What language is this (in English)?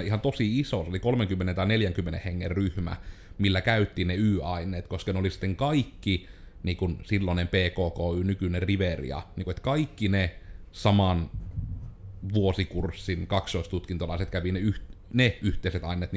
Finnish